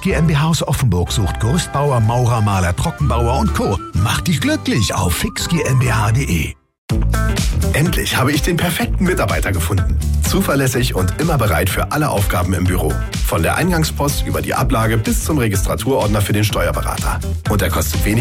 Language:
German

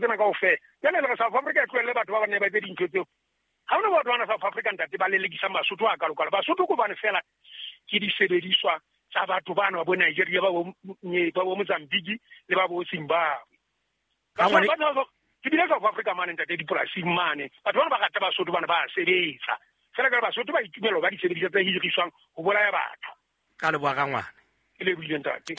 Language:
Southern Sotho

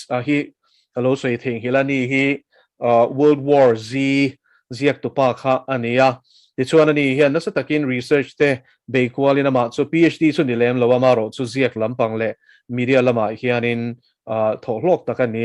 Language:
Mizo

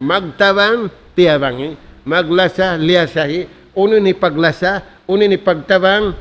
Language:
Tausug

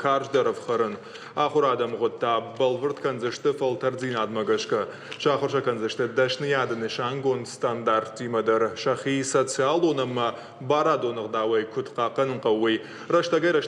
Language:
Ossetic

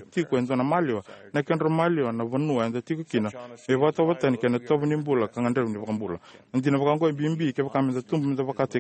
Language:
Fijian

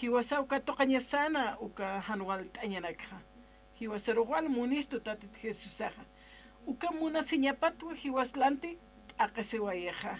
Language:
Aymara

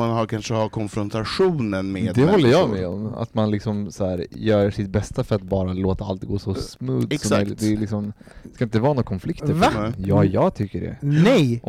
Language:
Swedish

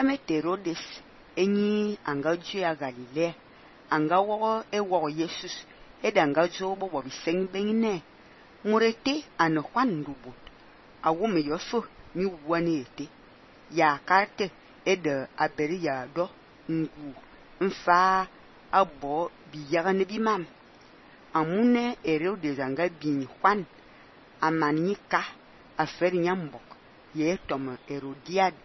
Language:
Fang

